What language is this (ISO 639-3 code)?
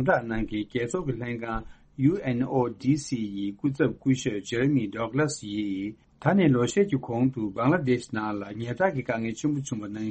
bod